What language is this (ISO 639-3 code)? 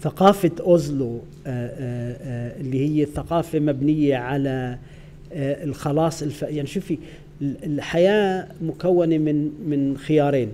apc